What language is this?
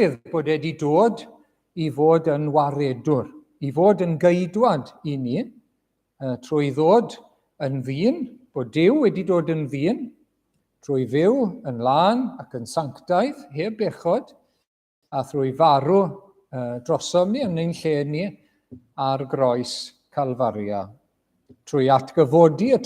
Welsh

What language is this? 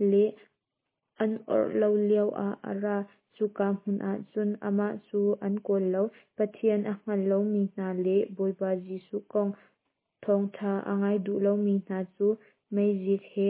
Hakha Chin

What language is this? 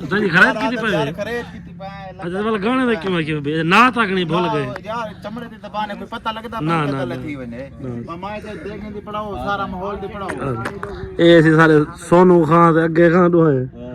Saraiki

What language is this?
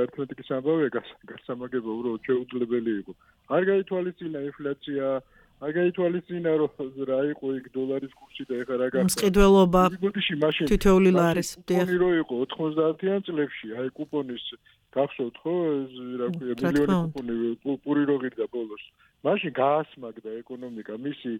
Georgian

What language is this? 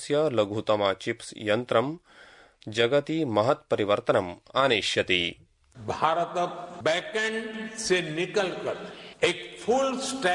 Sanskrit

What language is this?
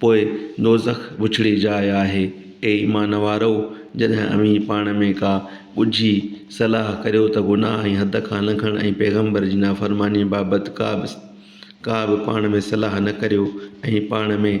Sindhi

